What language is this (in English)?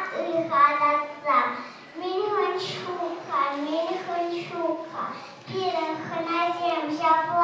Chuvash